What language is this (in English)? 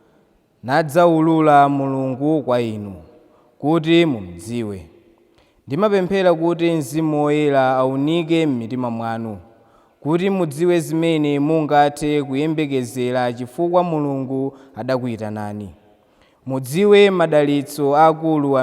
Nyanja